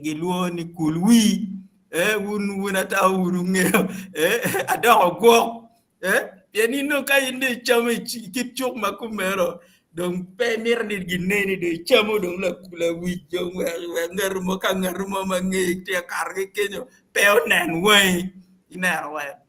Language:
Acoli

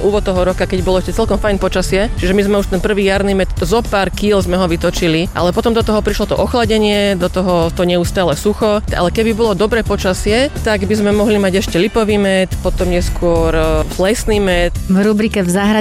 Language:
Slovak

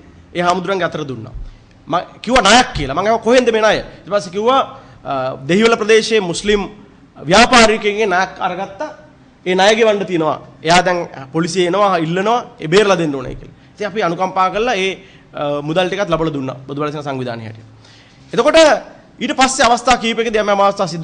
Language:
Sinhala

